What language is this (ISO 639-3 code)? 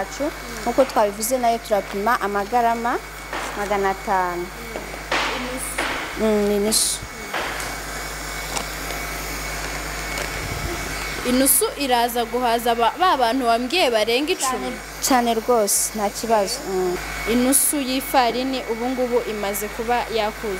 kin